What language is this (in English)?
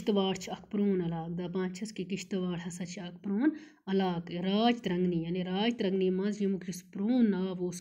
Kashmiri